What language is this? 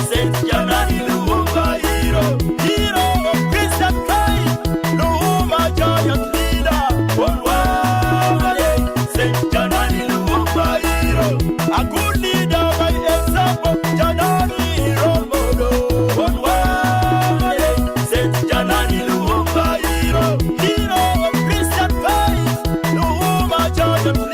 Acoli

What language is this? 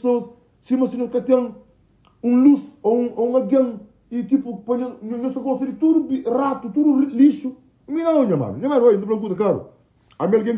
Kabuverdianu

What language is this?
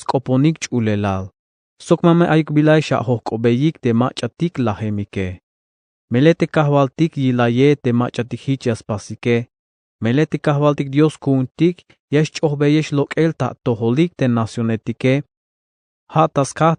Tzeltal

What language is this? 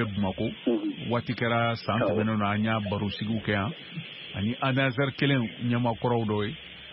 Bambara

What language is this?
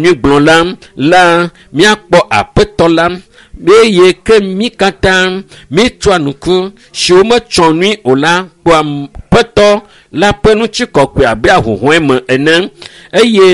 Ewe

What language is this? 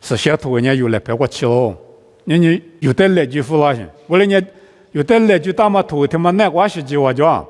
Lisu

